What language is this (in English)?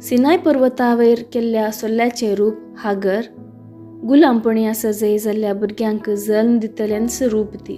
Konkani